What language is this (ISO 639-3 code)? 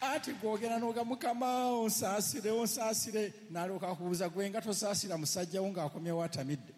lug